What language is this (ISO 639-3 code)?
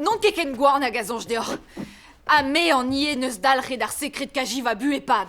bre